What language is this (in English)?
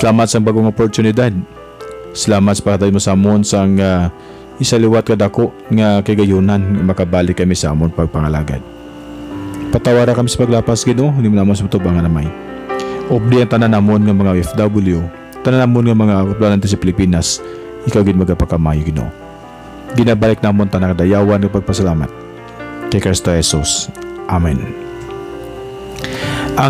Hiligaynon